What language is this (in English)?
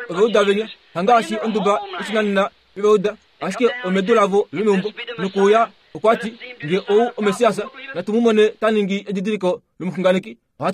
Kuanyama